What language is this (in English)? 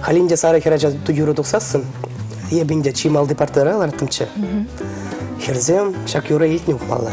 Chuvash